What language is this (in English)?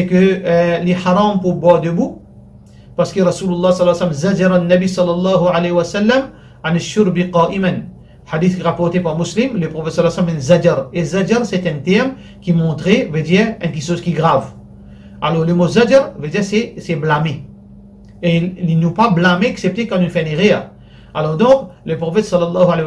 Morisyen